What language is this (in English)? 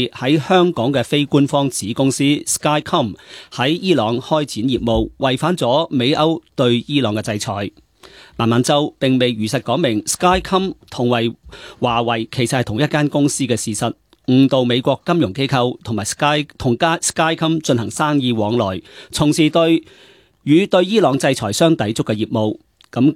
Cantonese